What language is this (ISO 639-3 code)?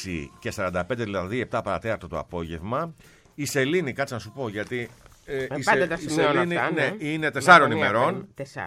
ell